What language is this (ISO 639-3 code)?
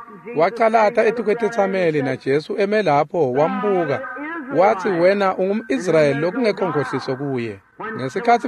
ssw